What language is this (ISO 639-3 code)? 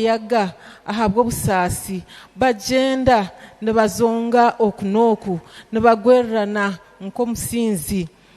nyn